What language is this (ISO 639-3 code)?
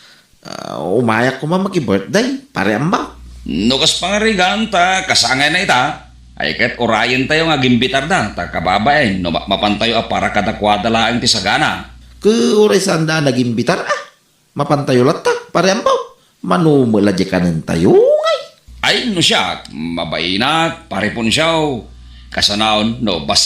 ilo